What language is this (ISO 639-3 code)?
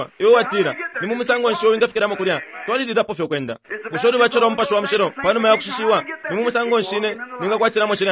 bem